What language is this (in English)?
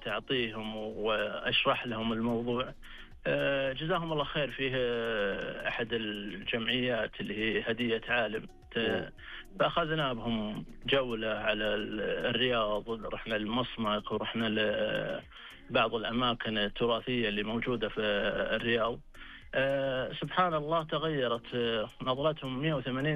Najdi Arabic